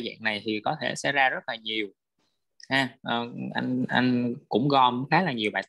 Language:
Vietnamese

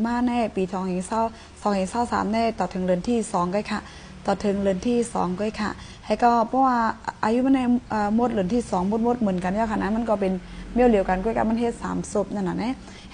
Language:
Shan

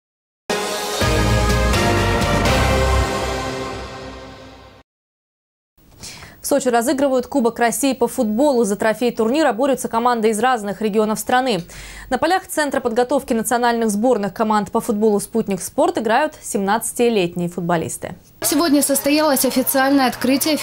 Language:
Russian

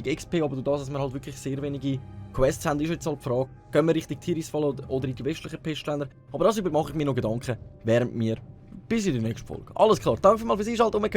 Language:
Swiss German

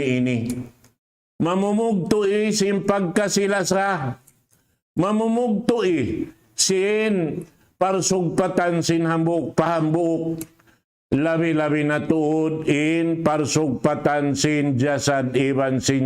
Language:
Tausug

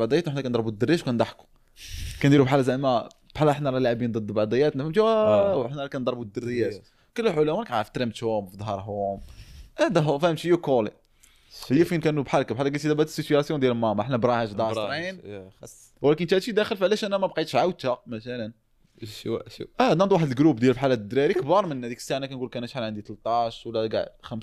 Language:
Moroccan Arabic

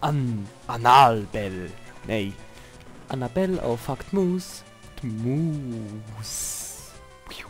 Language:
Swiss German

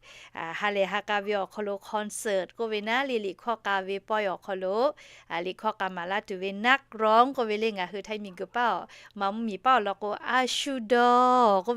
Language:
Lahu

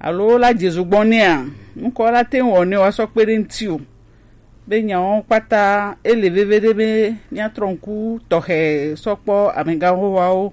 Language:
Gen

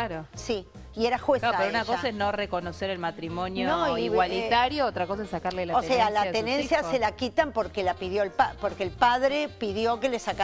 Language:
Spanish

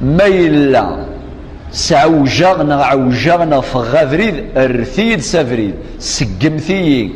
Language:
Kabyle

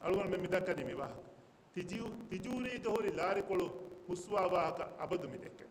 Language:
Divehi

